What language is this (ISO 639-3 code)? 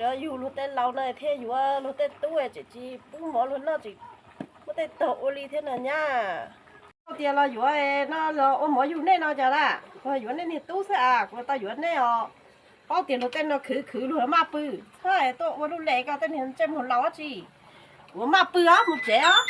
hmn